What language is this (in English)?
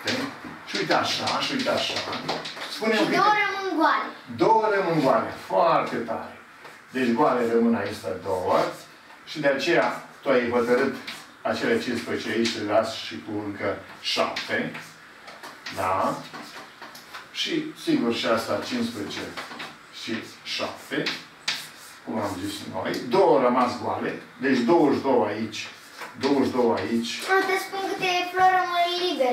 Romanian